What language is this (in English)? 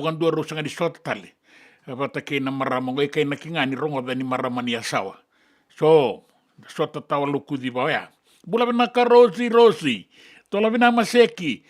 Fijian